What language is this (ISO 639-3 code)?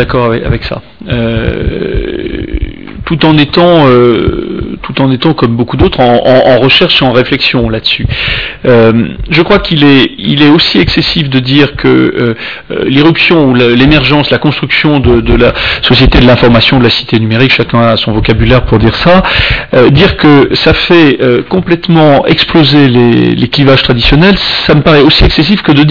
fra